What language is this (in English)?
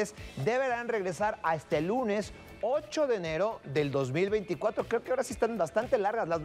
Spanish